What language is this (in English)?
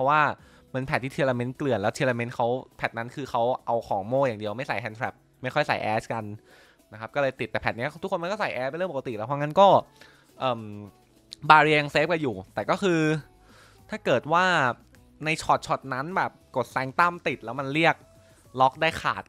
Thai